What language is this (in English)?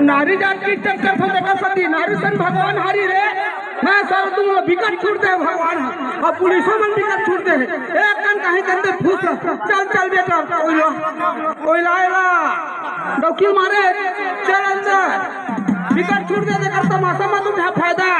Chhattisgarhi